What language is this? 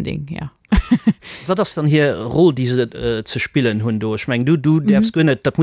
Luxembourgish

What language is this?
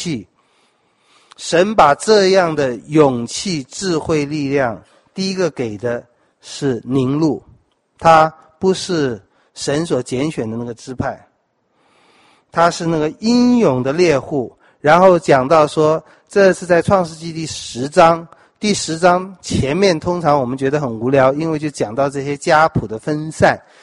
Chinese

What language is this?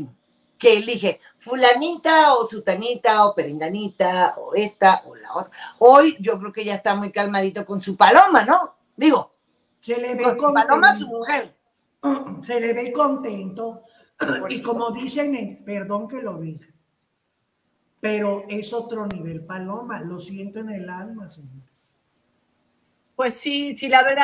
Spanish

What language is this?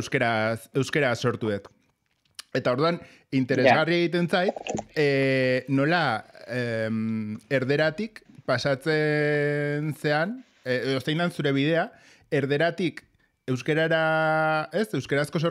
Basque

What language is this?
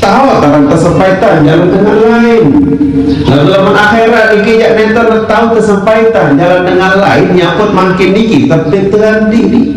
Sasak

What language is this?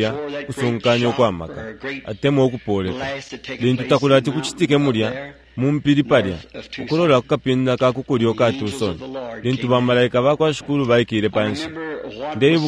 Bemba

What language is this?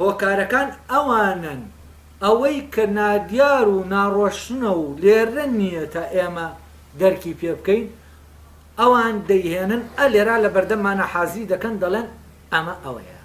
Central Kurdish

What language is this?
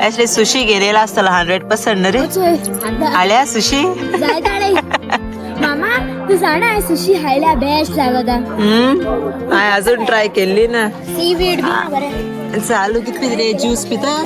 Konkani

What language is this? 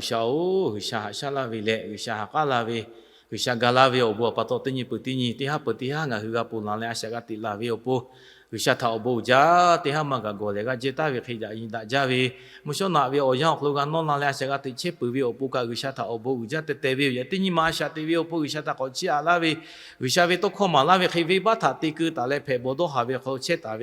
Lahu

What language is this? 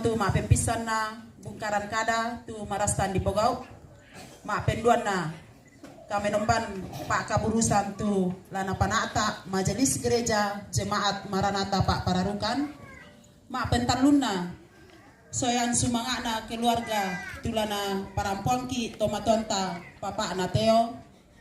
Toraja-Sa'dan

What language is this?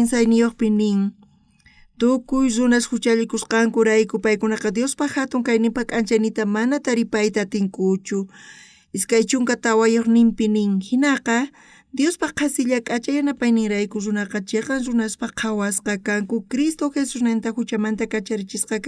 South Bolivian Quechua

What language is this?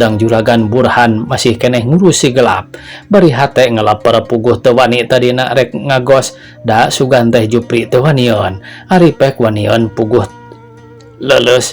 Sundanese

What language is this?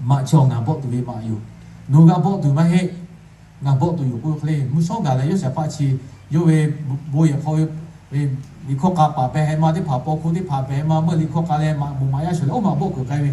Lahu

